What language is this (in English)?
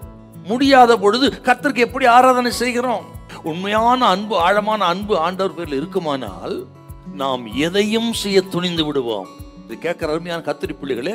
Tamil